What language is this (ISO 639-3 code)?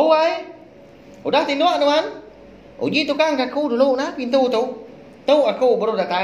iba